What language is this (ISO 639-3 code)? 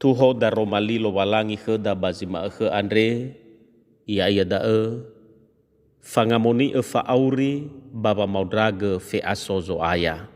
nia